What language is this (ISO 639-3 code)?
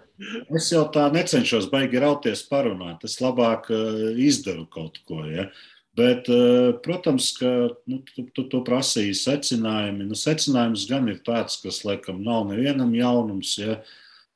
lav